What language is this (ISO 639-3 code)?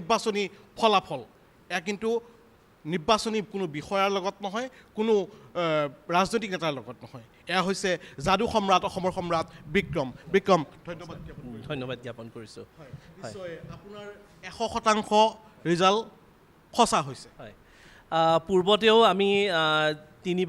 asm